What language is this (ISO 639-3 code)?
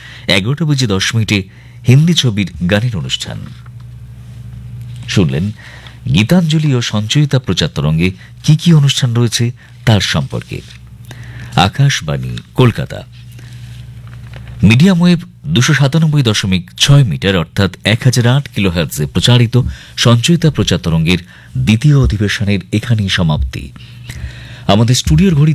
ben